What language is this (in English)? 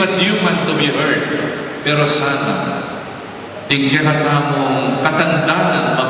Pampanga